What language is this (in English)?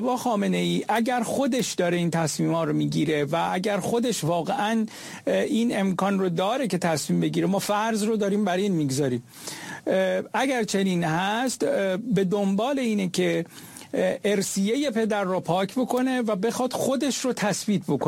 Persian